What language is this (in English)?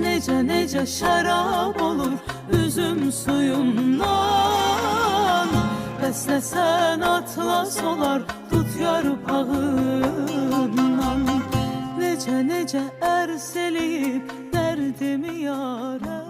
South Azerbaijani